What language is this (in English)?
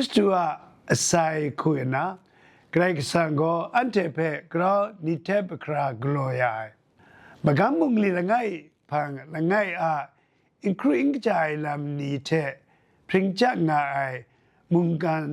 Kachin